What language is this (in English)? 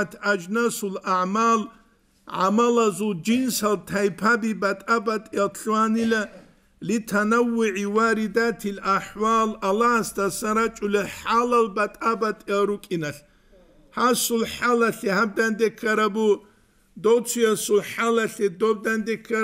Avaric